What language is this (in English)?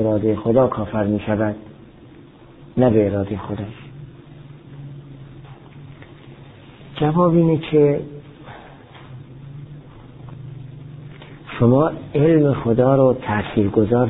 Persian